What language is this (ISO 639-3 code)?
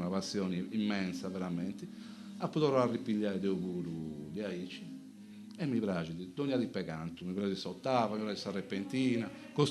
srd